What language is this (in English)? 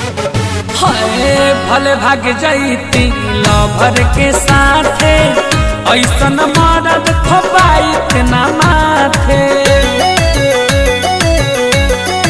Bhojpuri